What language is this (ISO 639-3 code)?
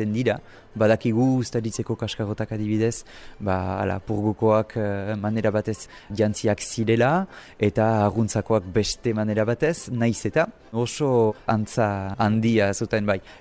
eus